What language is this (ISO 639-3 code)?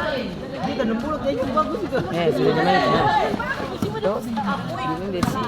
abs